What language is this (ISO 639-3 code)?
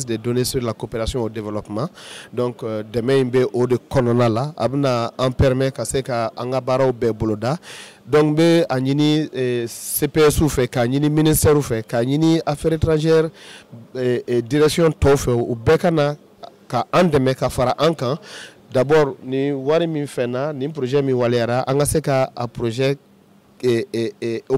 bam